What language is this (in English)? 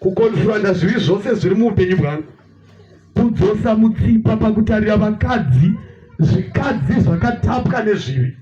Shona